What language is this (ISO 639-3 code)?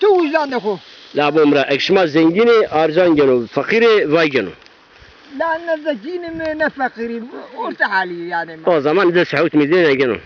zza